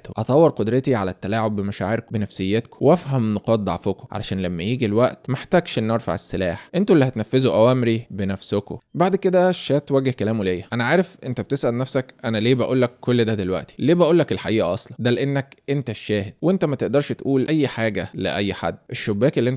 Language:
Egyptian Arabic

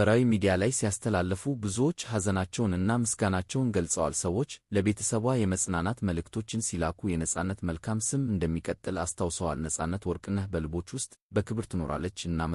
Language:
Amharic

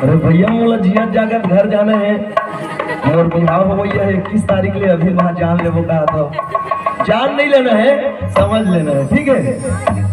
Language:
Chhattisgarhi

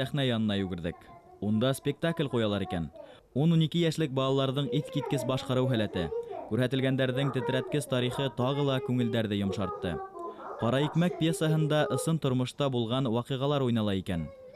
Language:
Bashkir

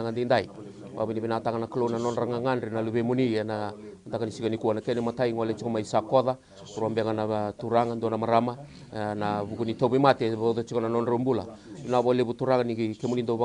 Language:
Fijian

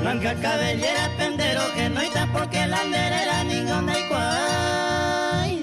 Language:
Guarani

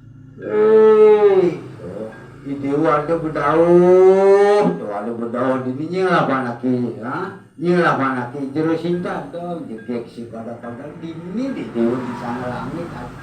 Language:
Balinese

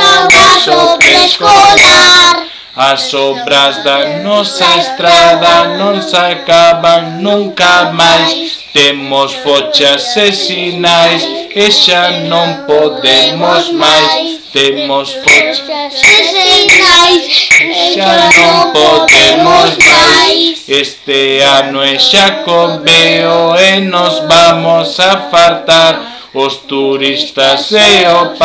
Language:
Galician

